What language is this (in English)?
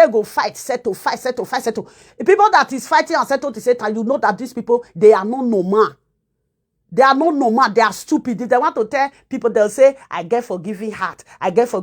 Nigerian Pidgin